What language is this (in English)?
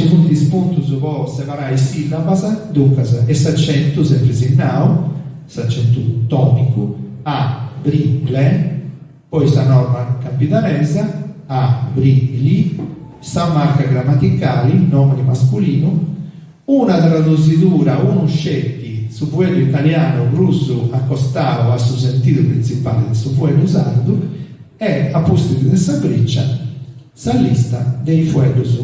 Sardinian